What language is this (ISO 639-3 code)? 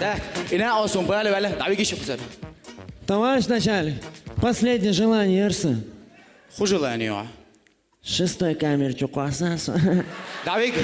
che